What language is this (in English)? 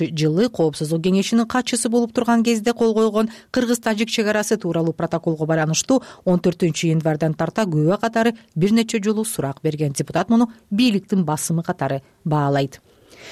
Kyrgyz